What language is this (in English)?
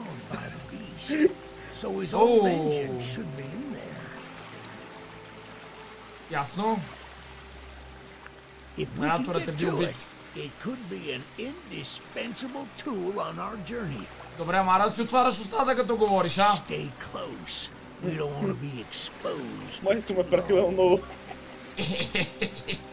Bulgarian